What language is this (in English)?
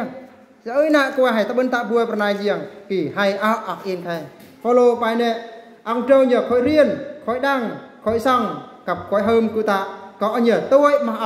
Eastern Bru